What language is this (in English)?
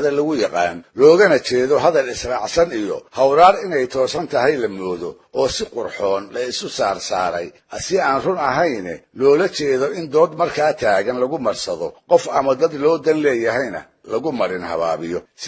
Somali